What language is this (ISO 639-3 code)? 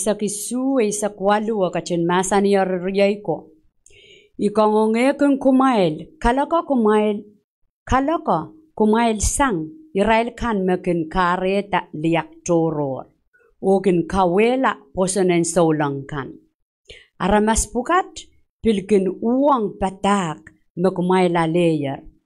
pon